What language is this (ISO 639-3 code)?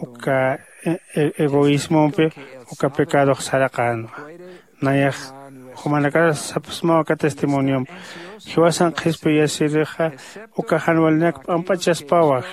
aym